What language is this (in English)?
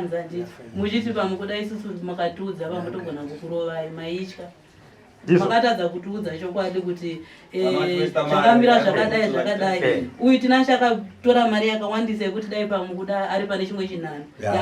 Shona